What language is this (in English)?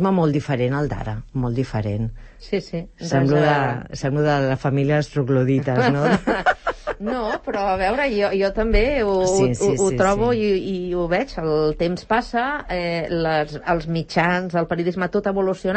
Catalan